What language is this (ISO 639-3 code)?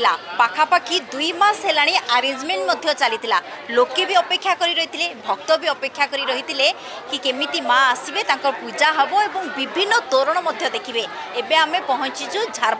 ori